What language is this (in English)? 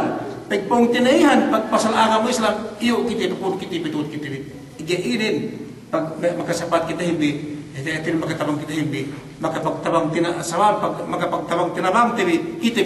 Yakan